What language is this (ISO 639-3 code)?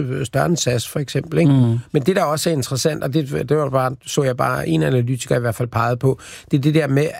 dan